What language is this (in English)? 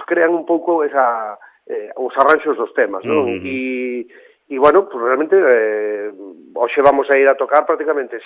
Galician